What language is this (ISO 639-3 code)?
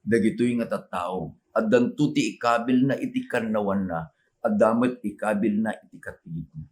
ilo